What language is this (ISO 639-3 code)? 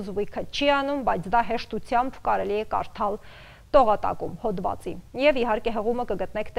hye